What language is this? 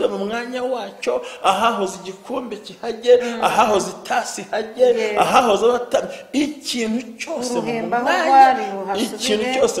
Kinyarwanda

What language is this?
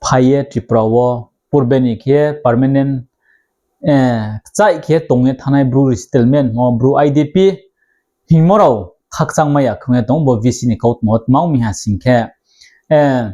Riang (India)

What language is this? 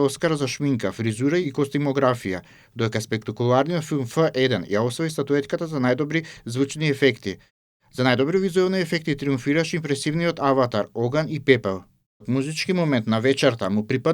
Macedonian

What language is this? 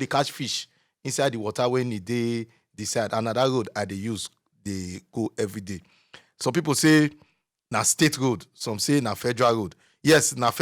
Nigerian Pidgin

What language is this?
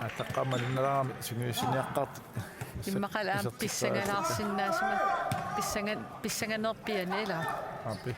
Kalaallisut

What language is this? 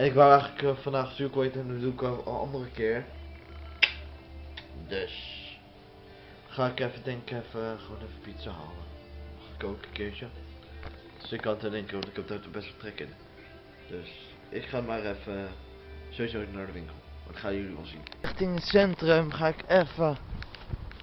Dutch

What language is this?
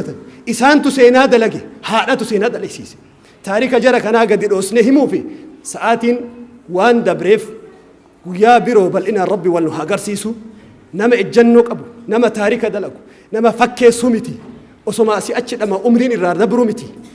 Oromo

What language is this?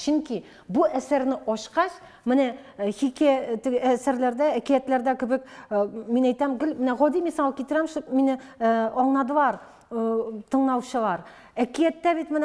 Tatar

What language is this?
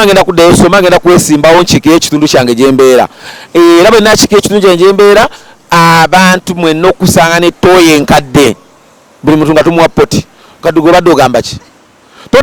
Ganda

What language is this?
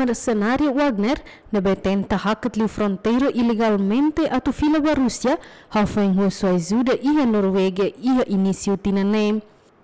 Tetum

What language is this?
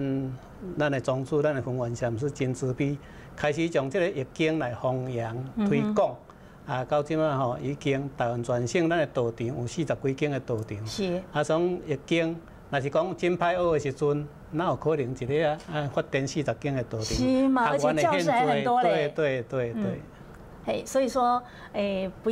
Min Nan Chinese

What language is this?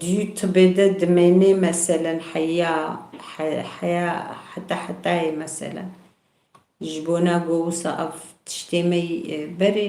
Kurdish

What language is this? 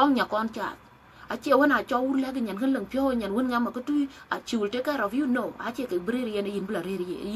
Dinka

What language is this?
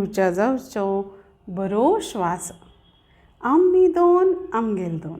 Konkani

